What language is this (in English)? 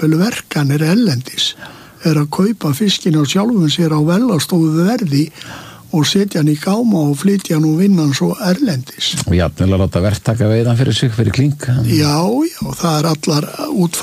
Icelandic